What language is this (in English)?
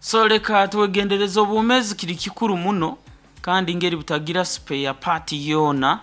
Nyankole